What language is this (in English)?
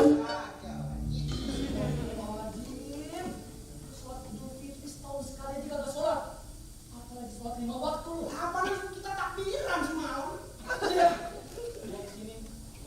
Betawi